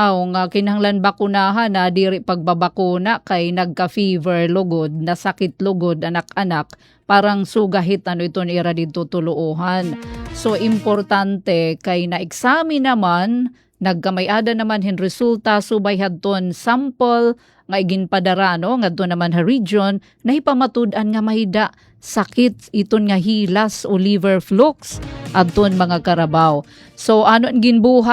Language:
Waray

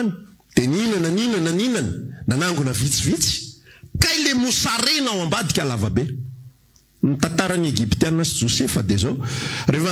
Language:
Malagasy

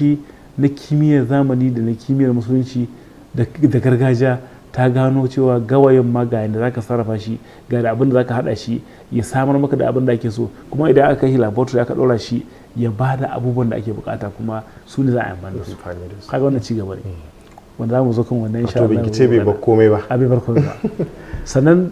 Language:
Hausa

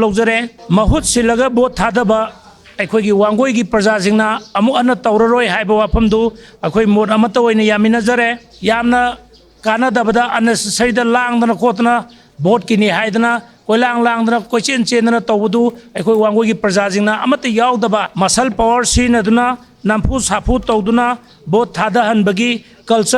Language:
Manipuri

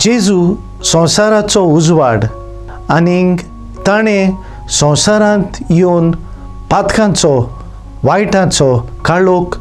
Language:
Konkani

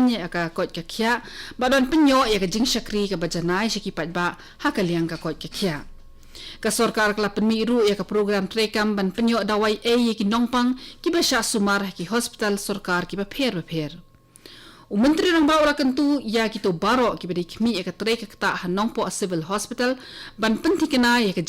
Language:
Khasi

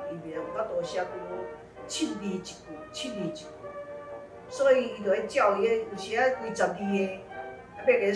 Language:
Min Nan Chinese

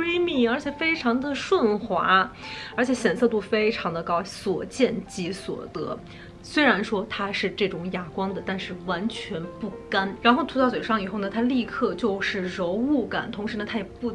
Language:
Chinese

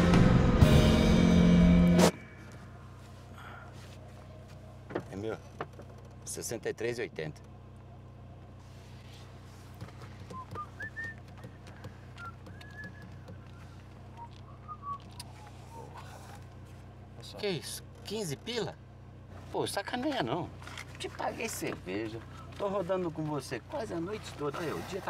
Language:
Portuguese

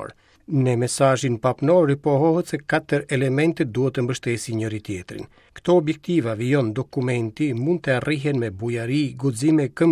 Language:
Albanian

